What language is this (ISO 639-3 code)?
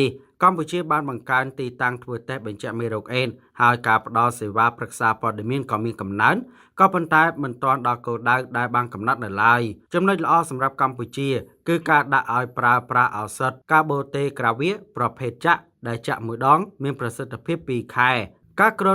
khm